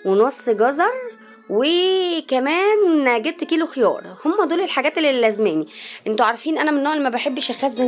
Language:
Egyptian Arabic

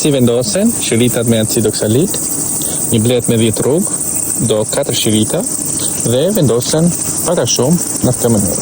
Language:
Albanian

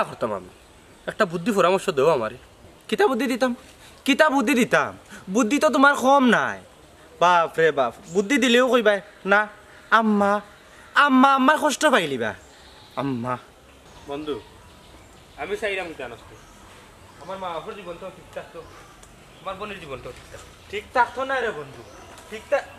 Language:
Sylheti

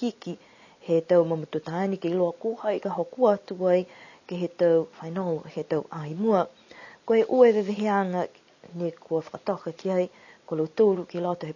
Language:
Niuean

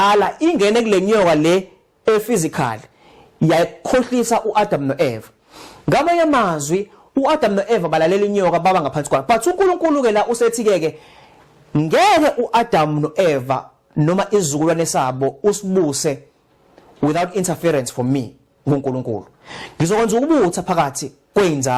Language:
Zulu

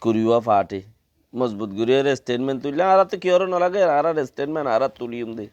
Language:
Rohingya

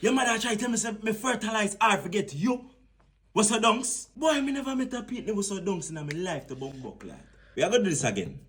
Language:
Jamaican Creole English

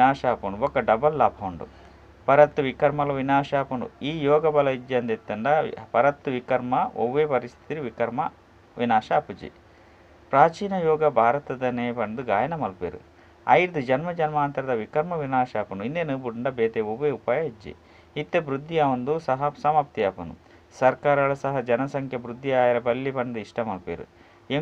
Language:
Tulu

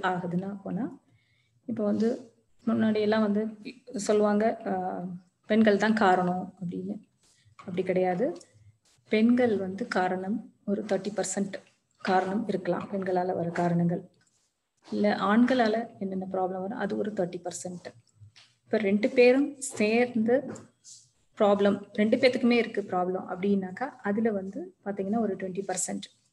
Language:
Tamil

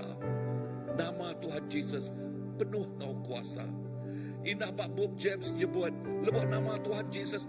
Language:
Iban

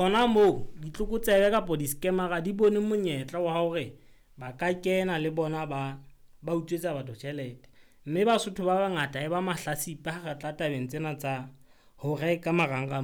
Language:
Southern Sotho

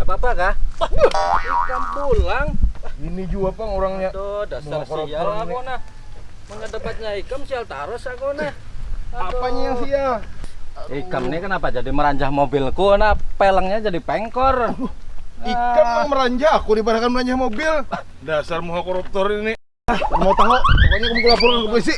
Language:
Banjar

